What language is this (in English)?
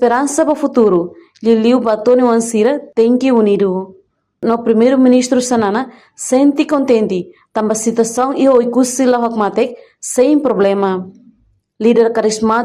Tetum